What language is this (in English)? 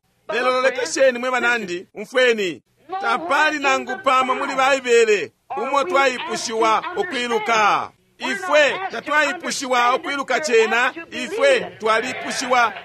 Bemba